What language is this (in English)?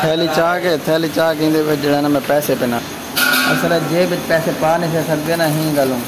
Saraiki